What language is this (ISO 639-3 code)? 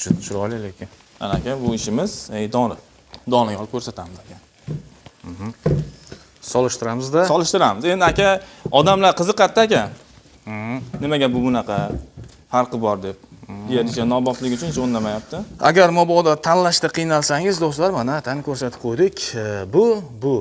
uzb